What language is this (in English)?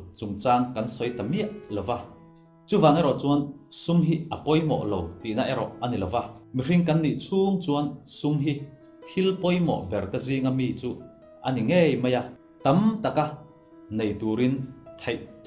Mizo